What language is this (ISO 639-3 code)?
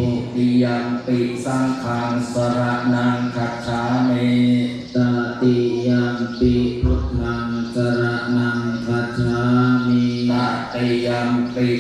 pli